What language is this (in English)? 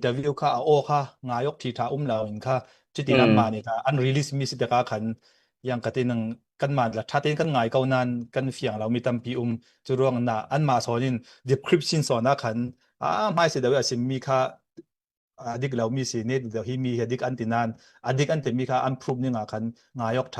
Falam Chin